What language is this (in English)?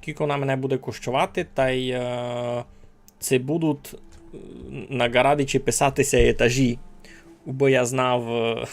Rusyn